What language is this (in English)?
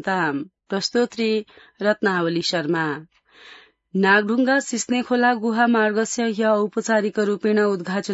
Sanskrit